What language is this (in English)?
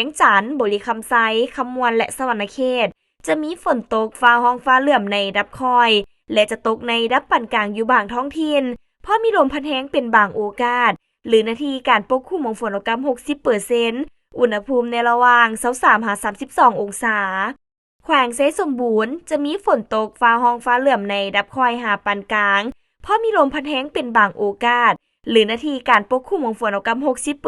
Lao